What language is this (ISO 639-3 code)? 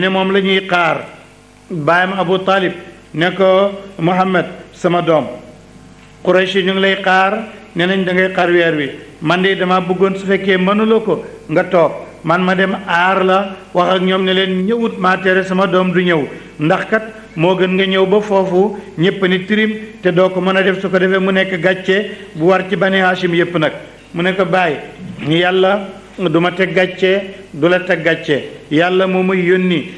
wol